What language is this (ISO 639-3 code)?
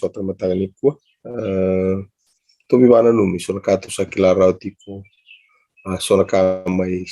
fij